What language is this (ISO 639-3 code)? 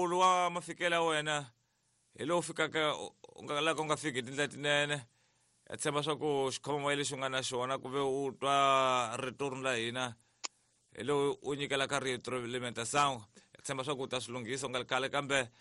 tso